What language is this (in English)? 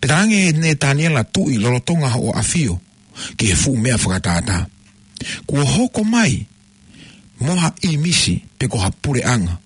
Tongan